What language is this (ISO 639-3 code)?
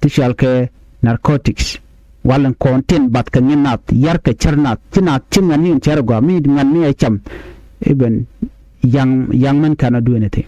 nus